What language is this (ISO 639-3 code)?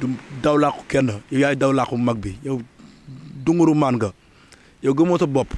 wol